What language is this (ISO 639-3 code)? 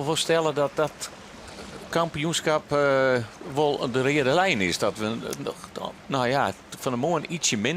fry